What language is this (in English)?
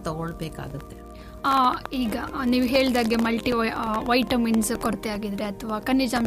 Kannada